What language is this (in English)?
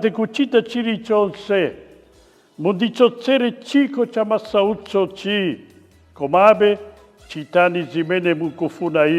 Nyanja